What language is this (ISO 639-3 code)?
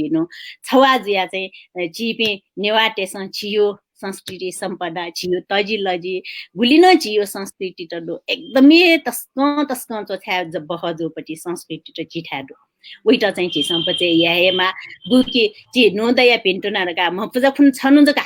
new